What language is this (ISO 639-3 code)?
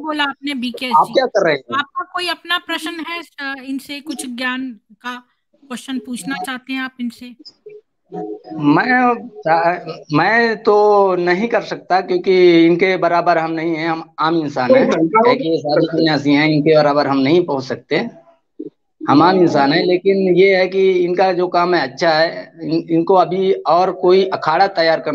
hin